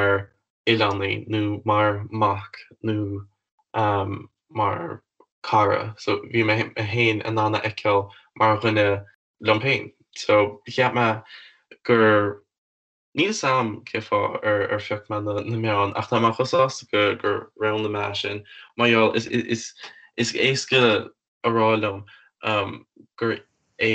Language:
Irish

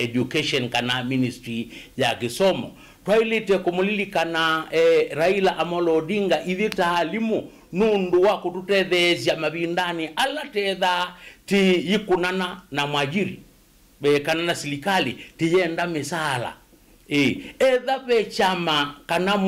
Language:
Kamba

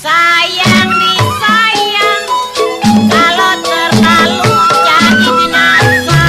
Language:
Betawi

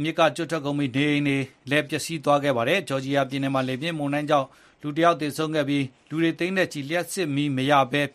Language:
Burmese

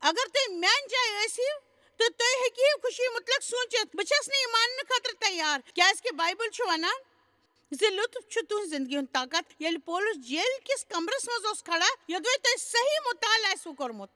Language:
Kashmiri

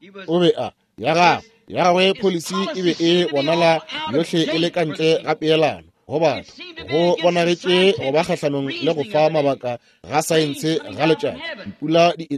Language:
Northern Sotho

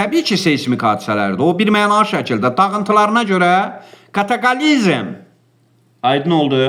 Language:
Azerbaijani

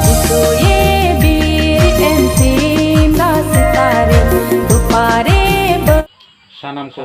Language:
Santali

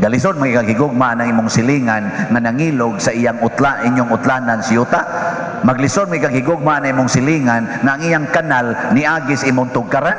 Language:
Cebuano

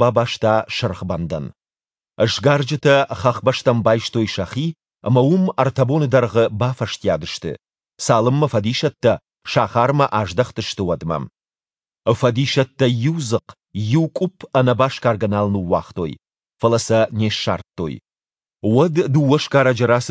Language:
Ossetic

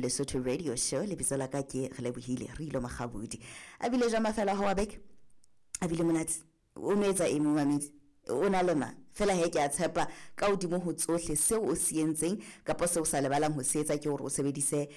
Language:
Southern Sotho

